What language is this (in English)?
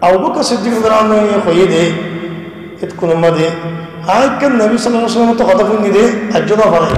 Rohingya